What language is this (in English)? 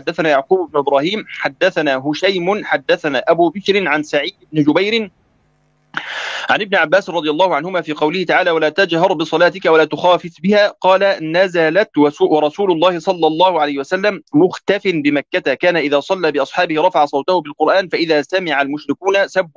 Arabic